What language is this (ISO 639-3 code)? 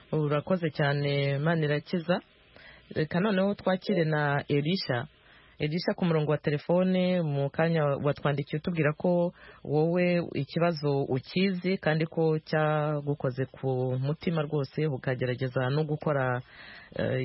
kin